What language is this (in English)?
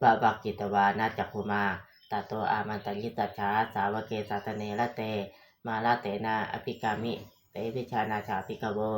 Pali